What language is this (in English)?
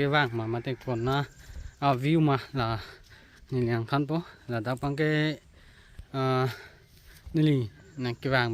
Karbi